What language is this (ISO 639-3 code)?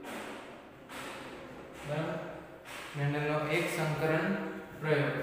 guj